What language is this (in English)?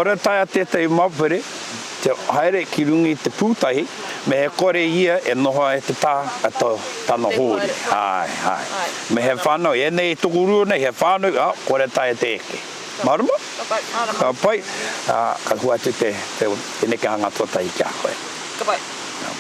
Māori